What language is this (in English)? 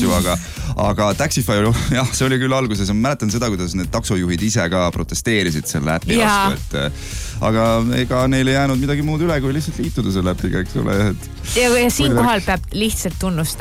Estonian